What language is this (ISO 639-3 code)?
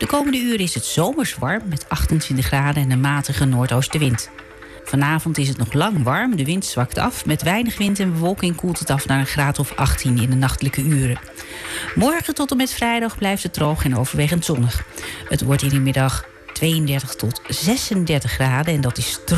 nld